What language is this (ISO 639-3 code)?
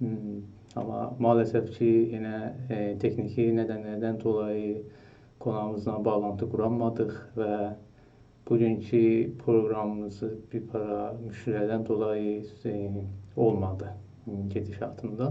azb